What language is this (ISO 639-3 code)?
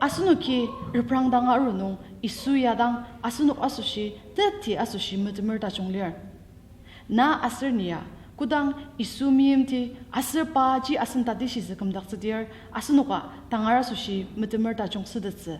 njo